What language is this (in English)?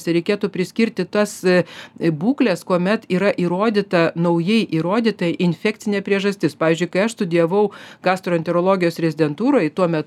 Lithuanian